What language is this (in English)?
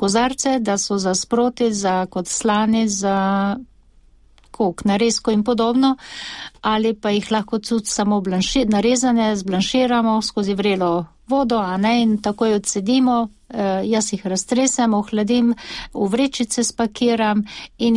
Slovenian